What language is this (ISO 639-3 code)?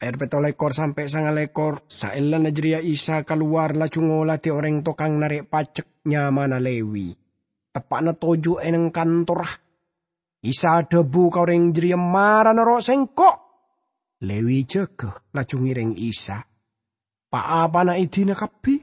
mad